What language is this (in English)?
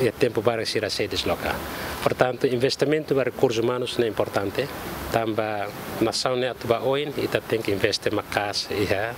Tetum